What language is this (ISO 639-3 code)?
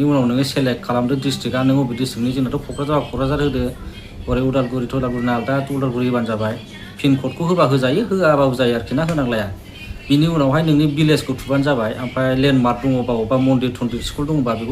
brx